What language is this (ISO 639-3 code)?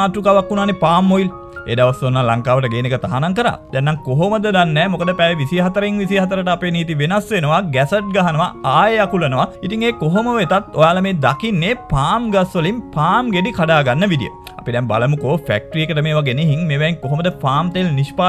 sin